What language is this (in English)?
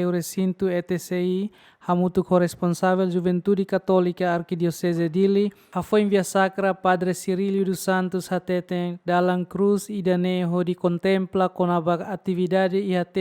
Tetum